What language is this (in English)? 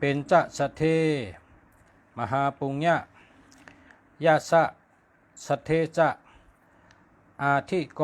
Shan